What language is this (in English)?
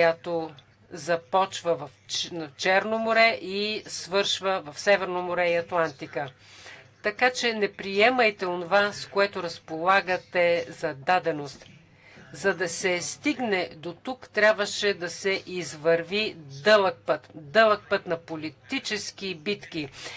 Bulgarian